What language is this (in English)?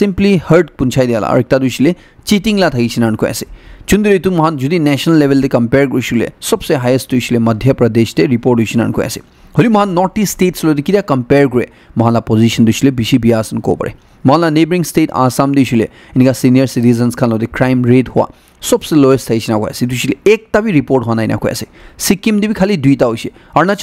Naga Pidgin